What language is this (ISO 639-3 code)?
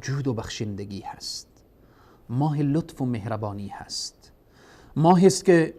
fas